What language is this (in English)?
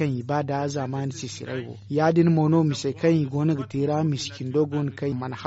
Zarma